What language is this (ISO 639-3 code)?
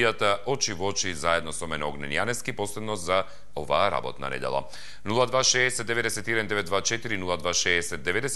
mkd